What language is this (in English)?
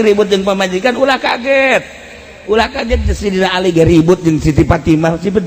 Sundanese